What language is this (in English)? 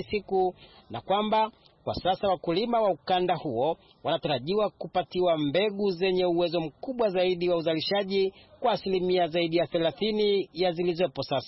Swahili